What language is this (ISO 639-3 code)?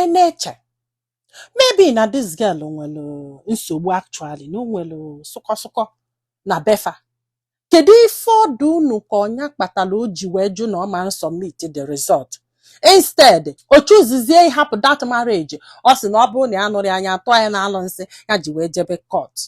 ibo